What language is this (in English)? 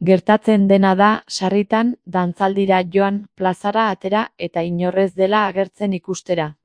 Basque